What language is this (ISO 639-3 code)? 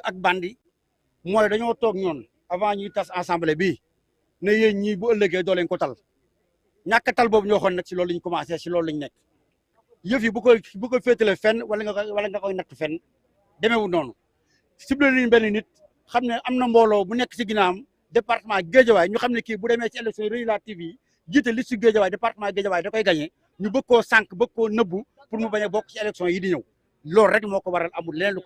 wol